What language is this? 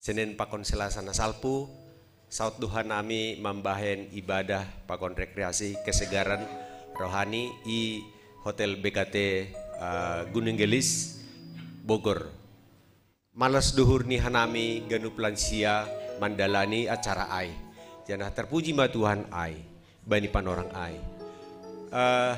Batak Simalungun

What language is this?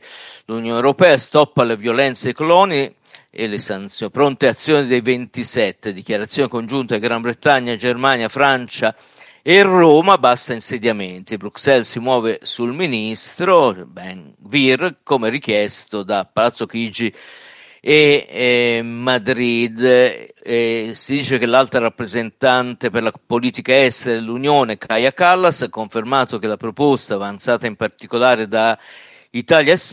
Italian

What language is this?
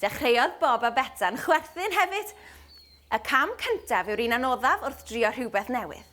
Welsh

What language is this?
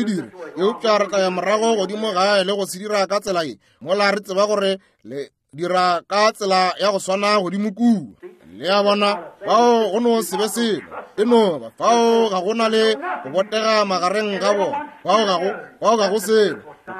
Northern Sotho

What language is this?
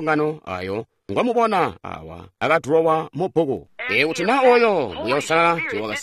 Tonga (Zambia)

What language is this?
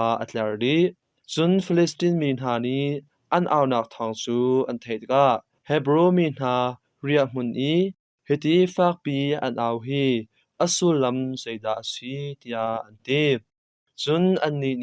Hakha Chin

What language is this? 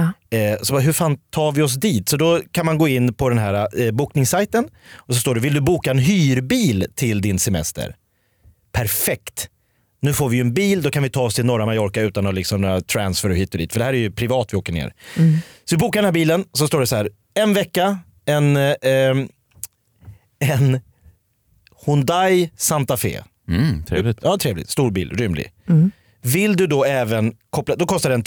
Swedish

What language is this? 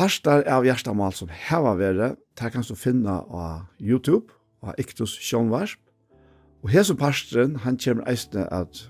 Faroese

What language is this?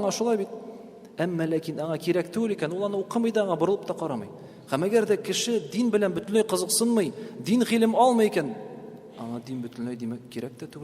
Tatar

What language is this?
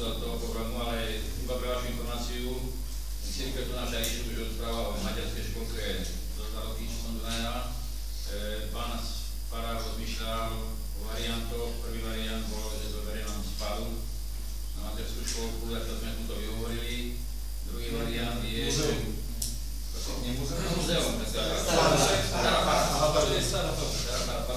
Slovak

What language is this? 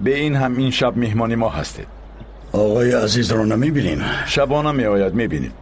Tajik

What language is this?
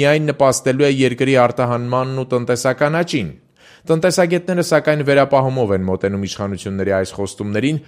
Armenian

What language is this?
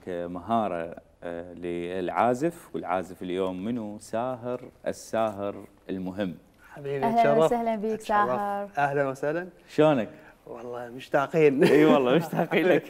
Mesopotamian Arabic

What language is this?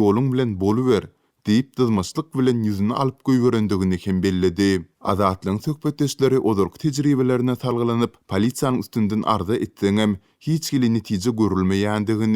Turkmen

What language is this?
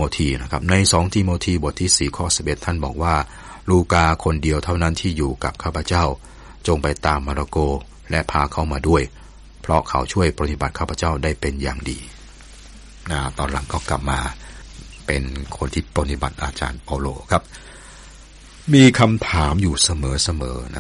Thai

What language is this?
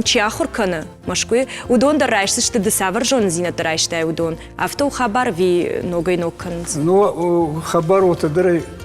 Ossetic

